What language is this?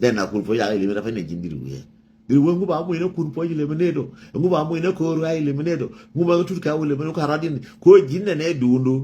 Nuer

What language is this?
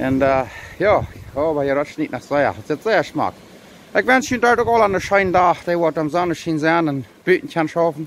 Plautdietsch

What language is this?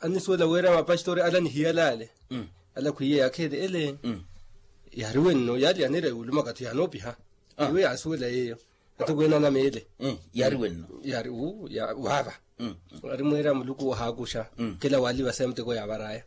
Makhuwa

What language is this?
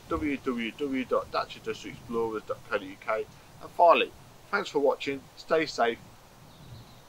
English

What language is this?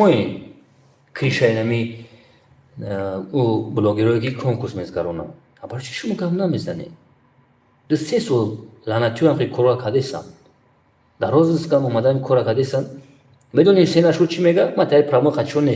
Tajik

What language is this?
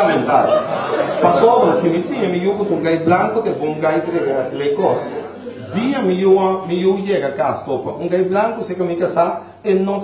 Papiamento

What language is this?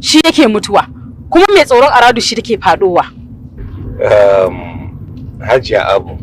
Hausa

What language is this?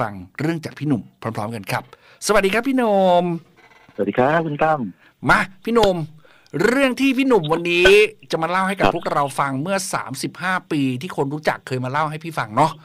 Thai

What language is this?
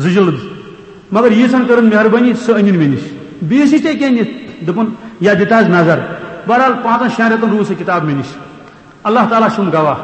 Kashmiri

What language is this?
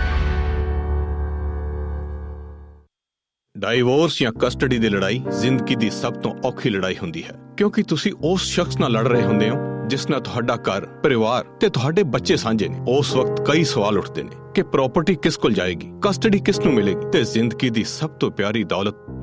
Punjabi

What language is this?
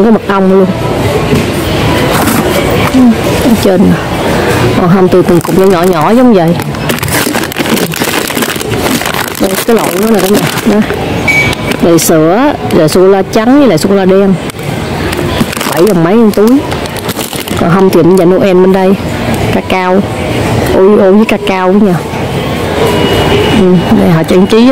Vietnamese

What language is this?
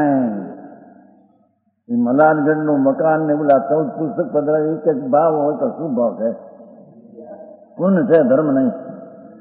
Gujarati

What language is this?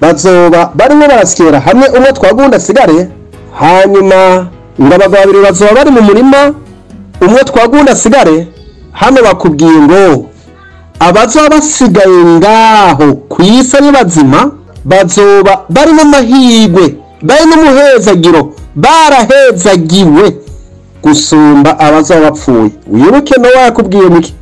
Rundi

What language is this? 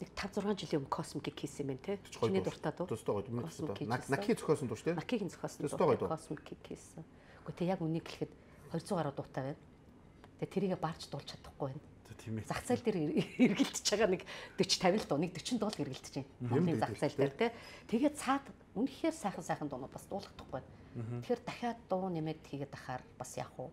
Mongolian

